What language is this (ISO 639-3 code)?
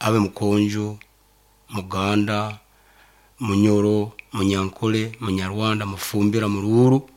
nyo